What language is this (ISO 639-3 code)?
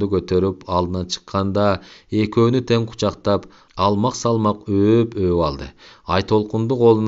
kir